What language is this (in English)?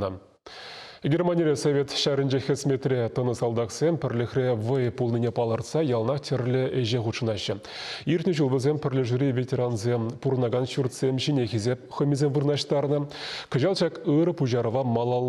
Chuvash